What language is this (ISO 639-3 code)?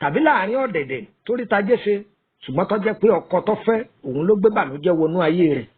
yor